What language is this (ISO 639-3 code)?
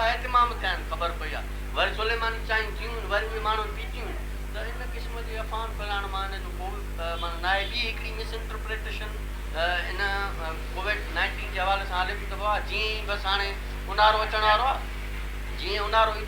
snd